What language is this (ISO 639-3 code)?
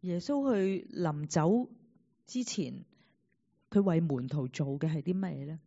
yue